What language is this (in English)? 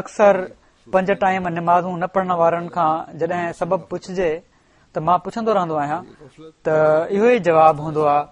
Sindhi